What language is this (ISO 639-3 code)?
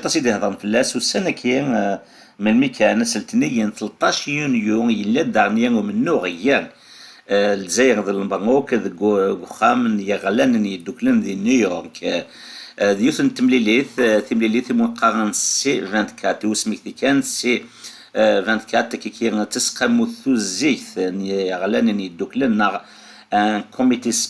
kab